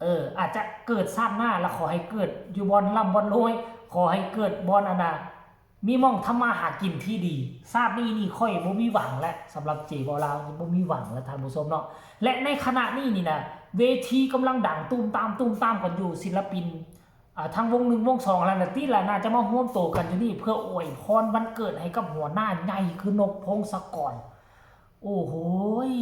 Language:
Northeastern Thai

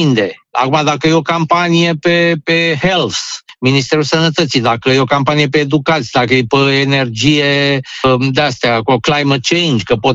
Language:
Romanian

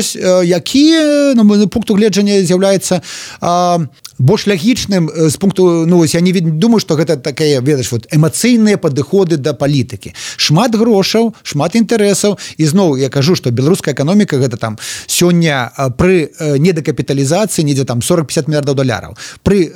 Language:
Belarusian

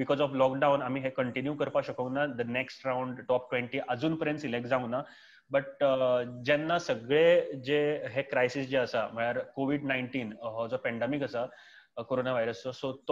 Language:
Konkani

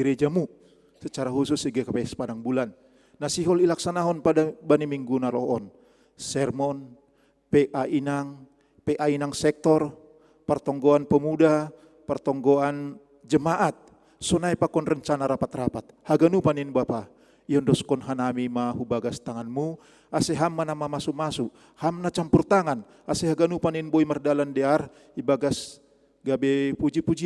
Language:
Batak Simalungun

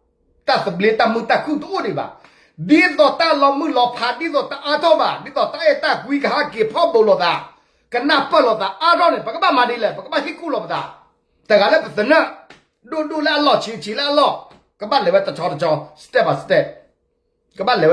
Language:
S'gaw Karen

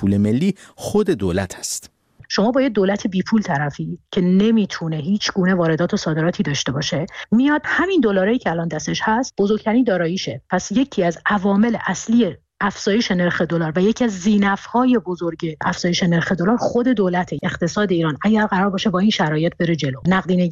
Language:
Persian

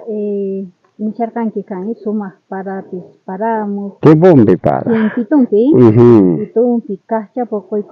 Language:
South Bolivian Quechua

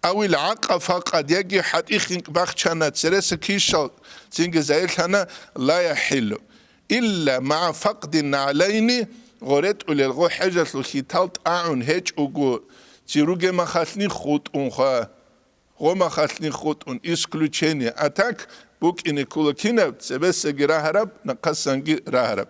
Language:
Avaric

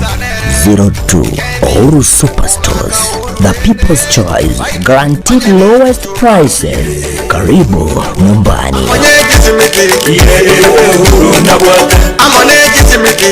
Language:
Gusii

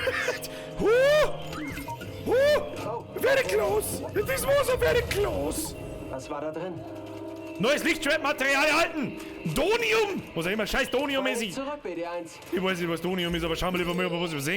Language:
Bavarian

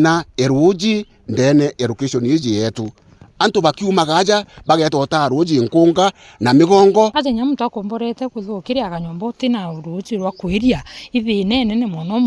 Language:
Meru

